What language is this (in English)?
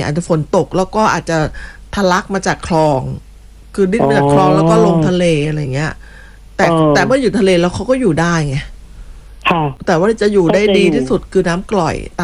Thai